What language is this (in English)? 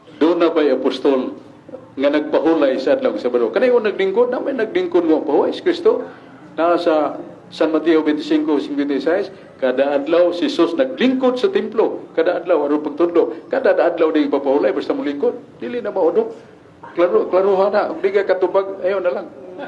Cebuano